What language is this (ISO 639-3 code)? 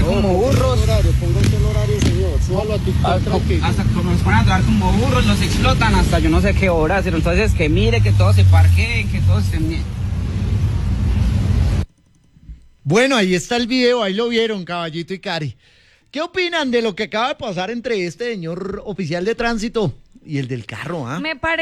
spa